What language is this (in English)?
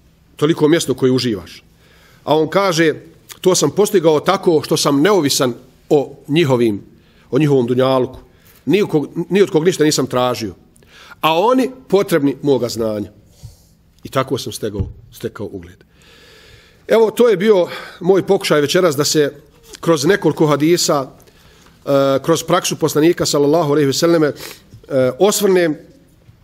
Bosnian